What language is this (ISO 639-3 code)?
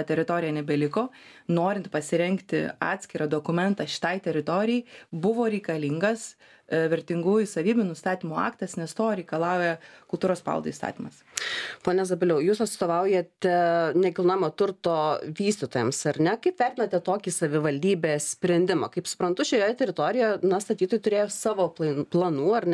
lit